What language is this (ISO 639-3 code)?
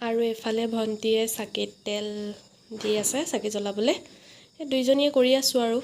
asm